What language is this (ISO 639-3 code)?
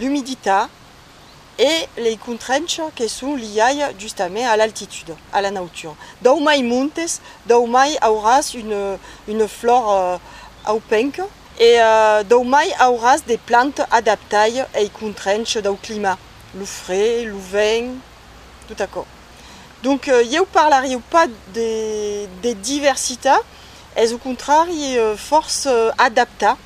oci